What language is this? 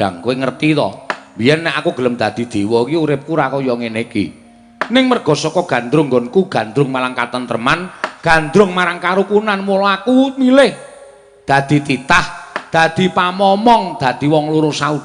Javanese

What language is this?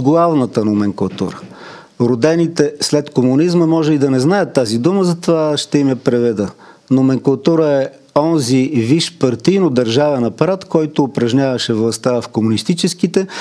Bulgarian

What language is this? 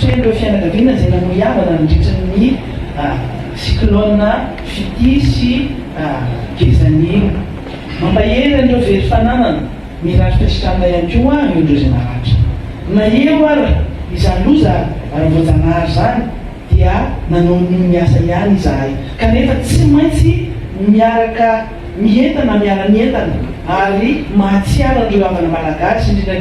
Malagasy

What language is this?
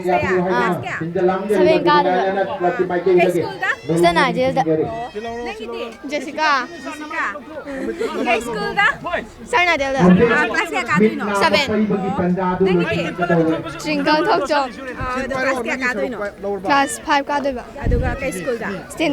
Manipuri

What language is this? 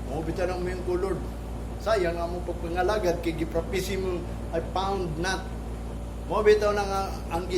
Cebuano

